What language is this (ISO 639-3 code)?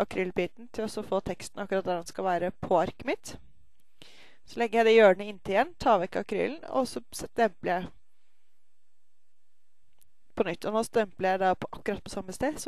nor